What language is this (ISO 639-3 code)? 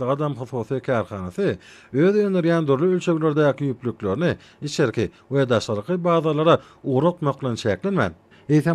tuk